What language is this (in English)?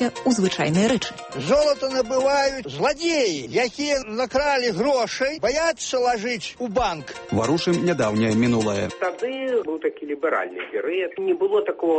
Belarusian